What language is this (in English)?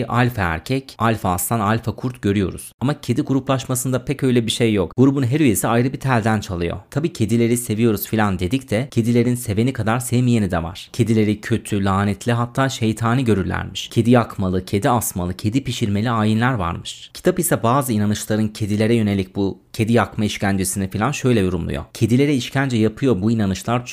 Turkish